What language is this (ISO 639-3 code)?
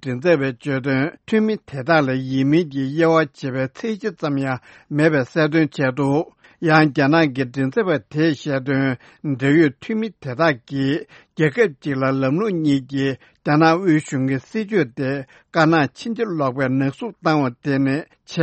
bod